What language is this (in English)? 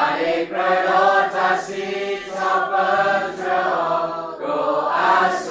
S'gaw Karen